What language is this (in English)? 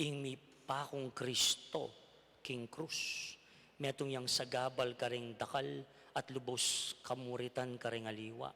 Pampanga